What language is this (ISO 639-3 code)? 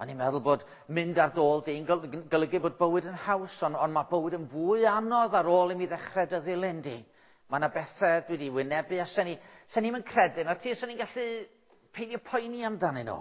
cym